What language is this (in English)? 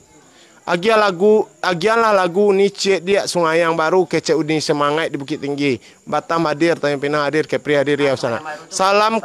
Minangkabau